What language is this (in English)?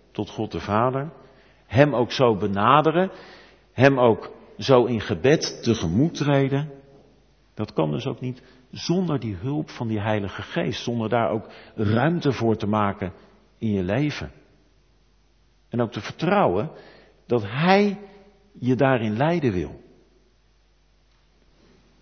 Dutch